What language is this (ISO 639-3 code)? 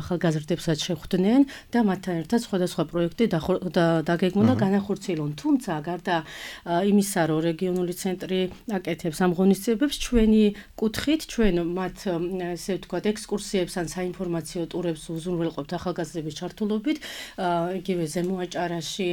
kat